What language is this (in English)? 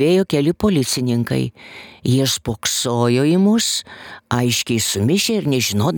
Lithuanian